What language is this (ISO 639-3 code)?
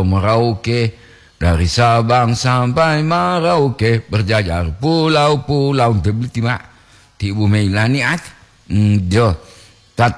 gor